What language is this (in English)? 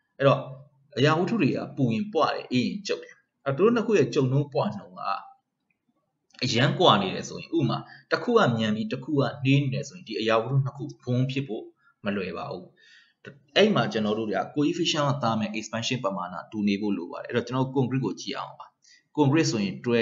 Burmese